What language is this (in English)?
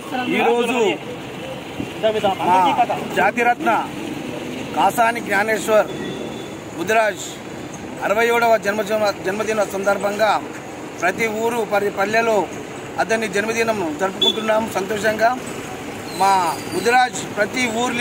Telugu